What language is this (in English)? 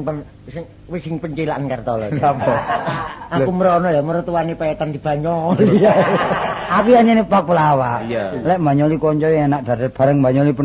Javanese